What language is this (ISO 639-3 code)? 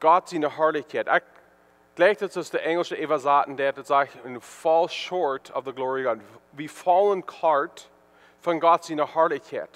pdt